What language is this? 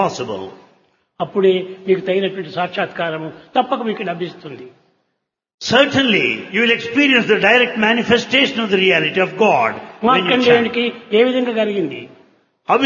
Telugu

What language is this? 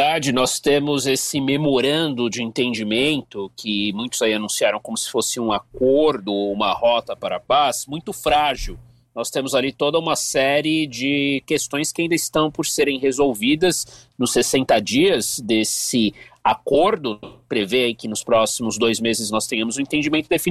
Portuguese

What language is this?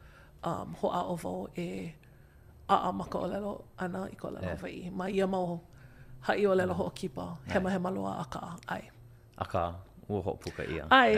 Hawaiian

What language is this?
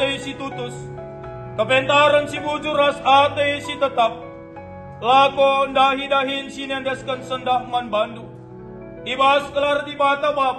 Batak Karo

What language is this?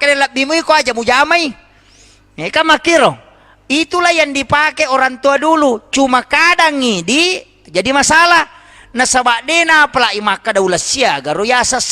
Buginese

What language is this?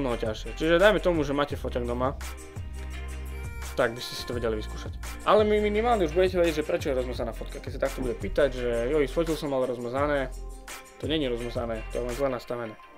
Slovak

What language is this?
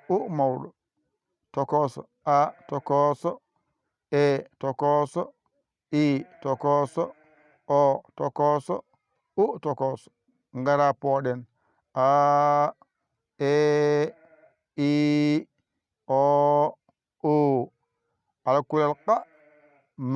Fula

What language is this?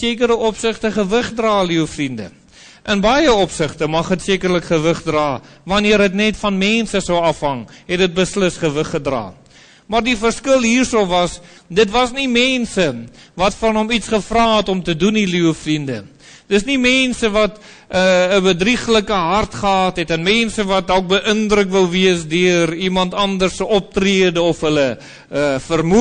Afrikaans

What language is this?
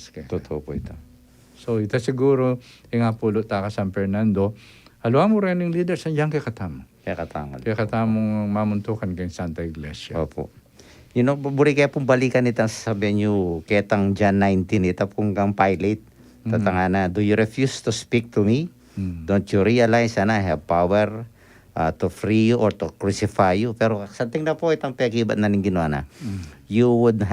Pampanga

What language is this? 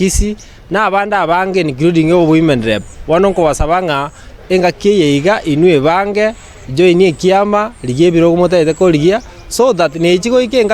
Gusii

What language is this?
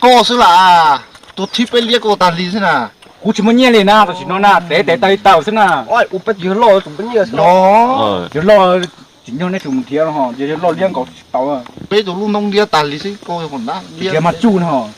Hmong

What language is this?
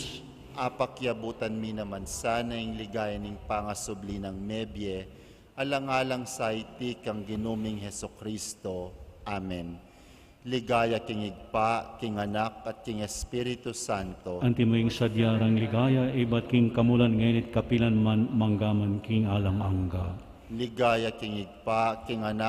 Pampanga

